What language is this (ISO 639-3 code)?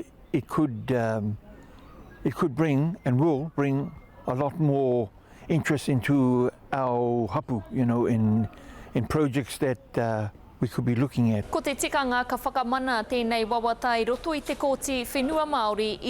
mri